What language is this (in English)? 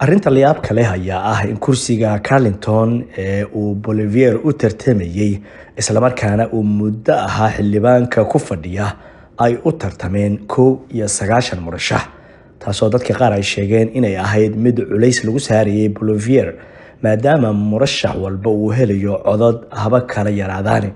Somali